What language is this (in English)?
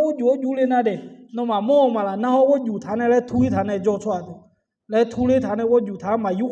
Akha